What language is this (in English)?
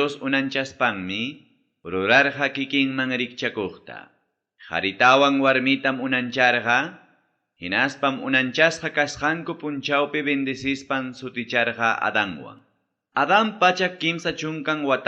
Ayacucho Quechua